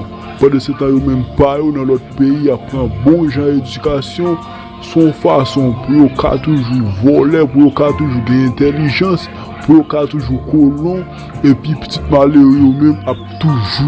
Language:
Haitian Creole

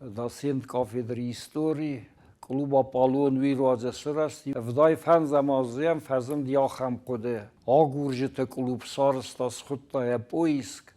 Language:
Ossetic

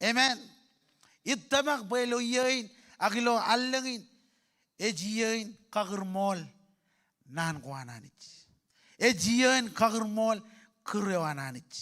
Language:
Marshallese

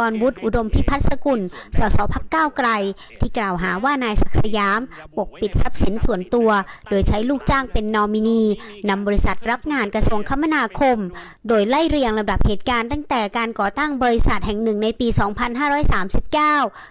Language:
Thai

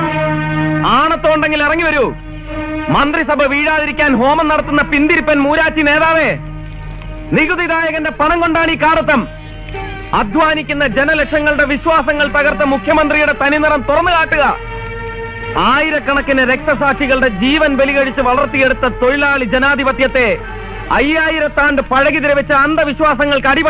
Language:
Malayalam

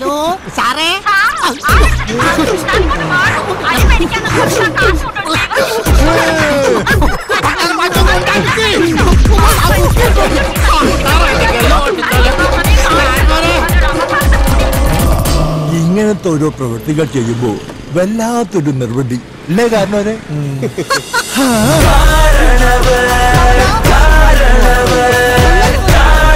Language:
Malayalam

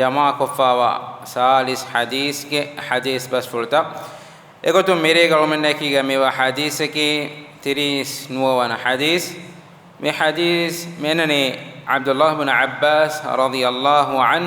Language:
Divehi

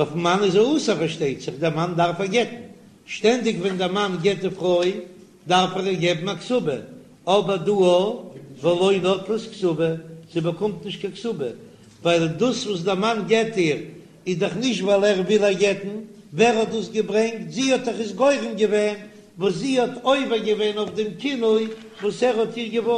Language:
Yiddish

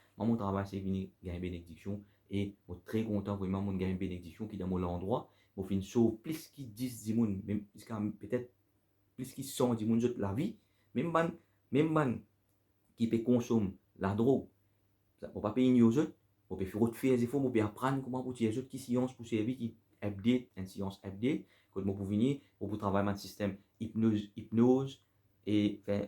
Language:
Morisyen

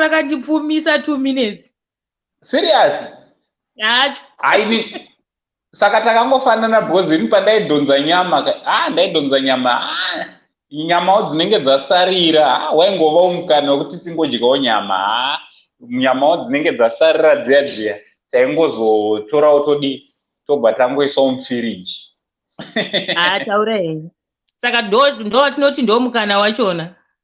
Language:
Shona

